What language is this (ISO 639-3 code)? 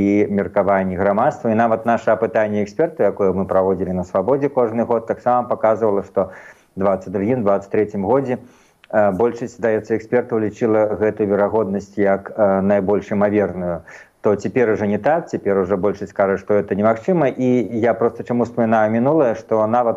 bel